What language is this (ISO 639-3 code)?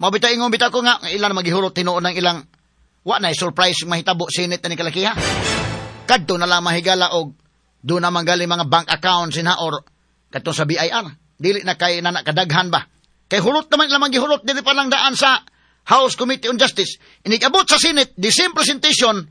ceb